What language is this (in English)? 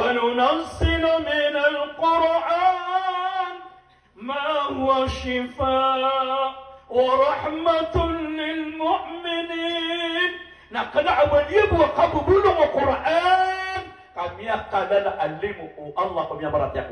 Maranao